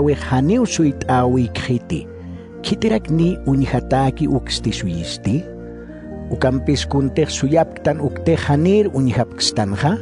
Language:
Aymara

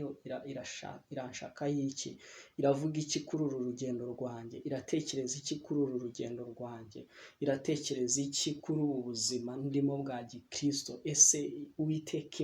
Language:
Kinyarwanda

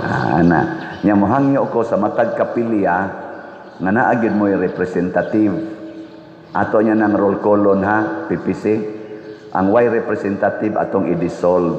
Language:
Cebuano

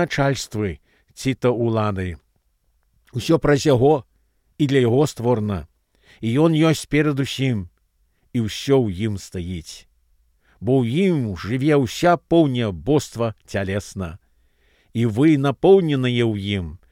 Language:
Belarusian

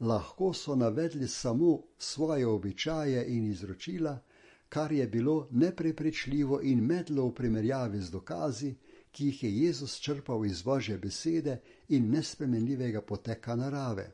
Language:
Slovenian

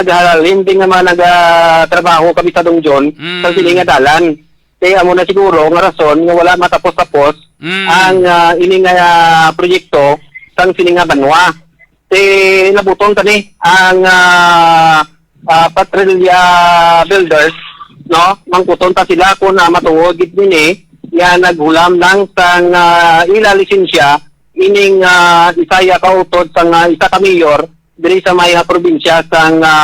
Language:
Hiligaynon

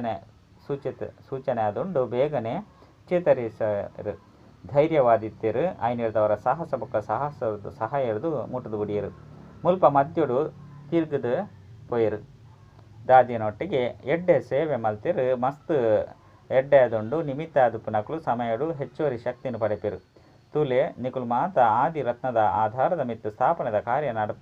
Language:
Tulu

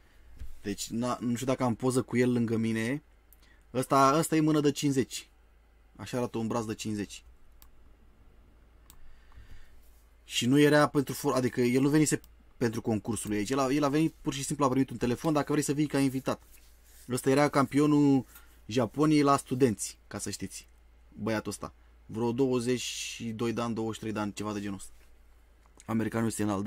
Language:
Romanian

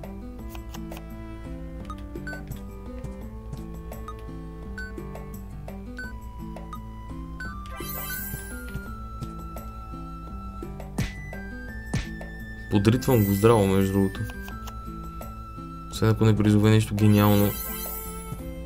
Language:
Bulgarian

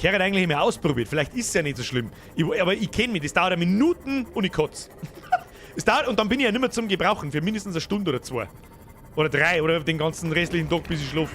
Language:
Bavarian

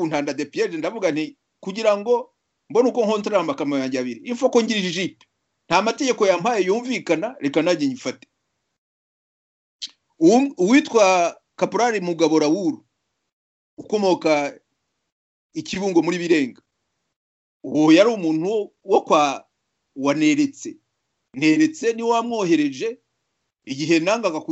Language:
Kinyarwanda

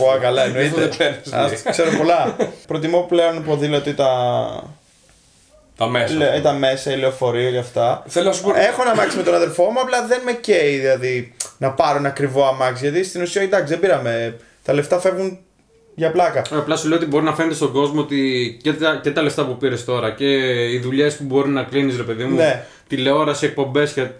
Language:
Greek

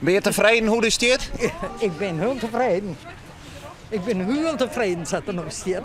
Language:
Western Frisian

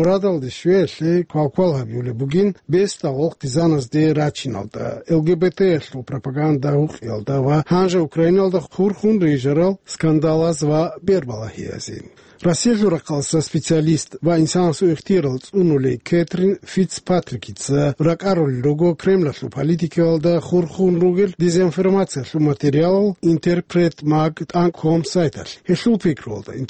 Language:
Avaric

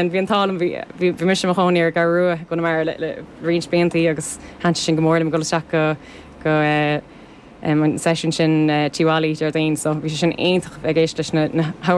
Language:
Irish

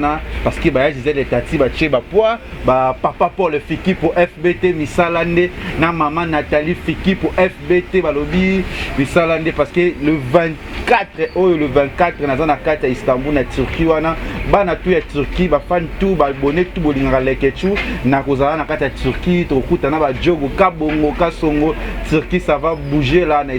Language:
Lingala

